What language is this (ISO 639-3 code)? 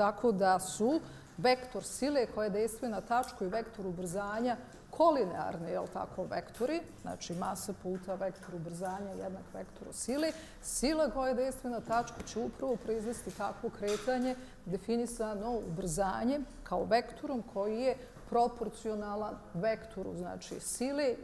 bos